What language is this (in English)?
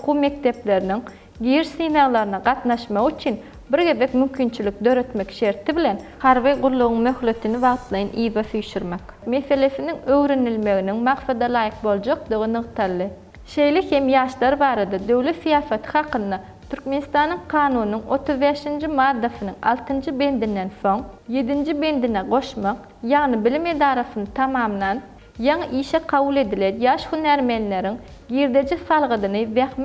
Turkmen